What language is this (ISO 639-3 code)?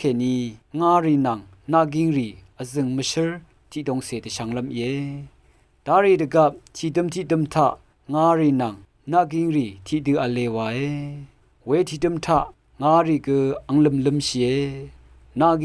raw